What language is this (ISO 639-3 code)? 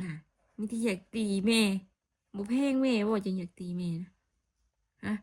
tts